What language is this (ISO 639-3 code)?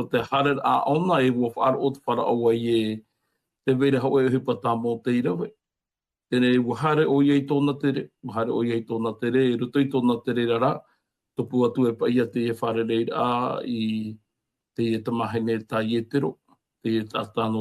tah